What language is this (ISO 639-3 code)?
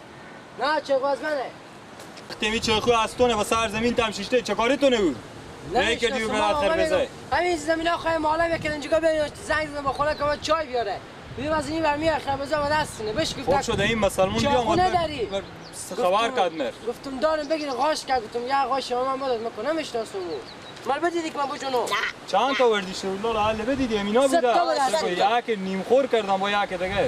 fas